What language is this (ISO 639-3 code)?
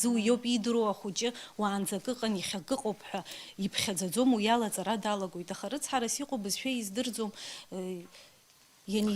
abk